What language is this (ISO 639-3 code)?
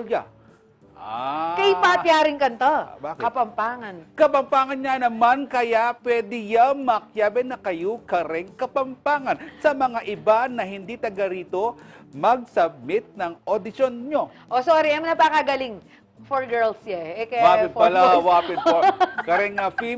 pam